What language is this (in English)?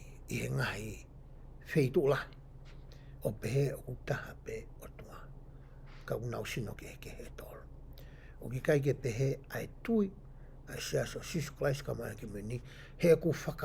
Tongan